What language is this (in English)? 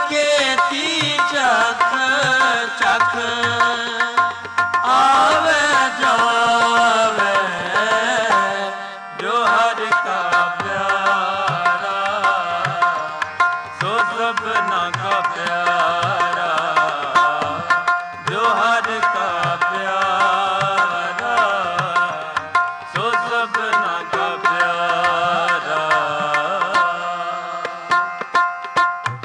Punjabi